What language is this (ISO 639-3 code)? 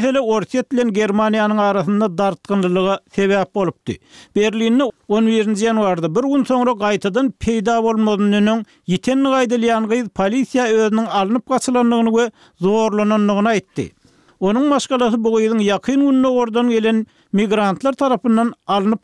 tuk